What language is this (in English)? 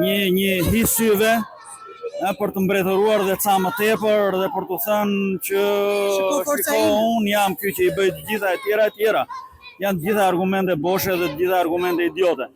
Albanian